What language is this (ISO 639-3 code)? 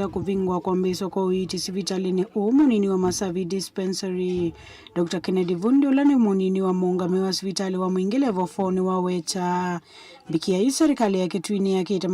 kam